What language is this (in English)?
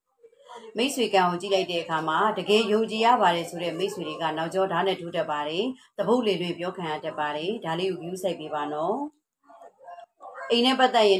Burmese